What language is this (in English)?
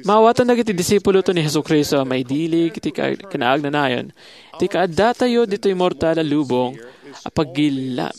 Iloko